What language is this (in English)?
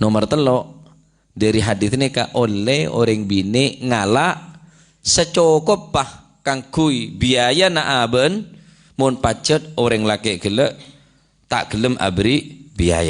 Madurese